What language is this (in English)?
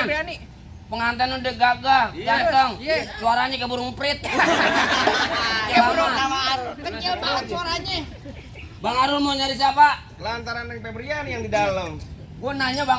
Betawi